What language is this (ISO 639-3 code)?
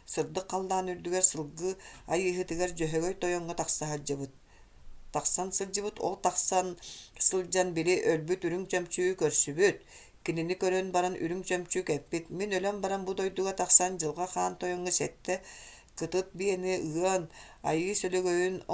sah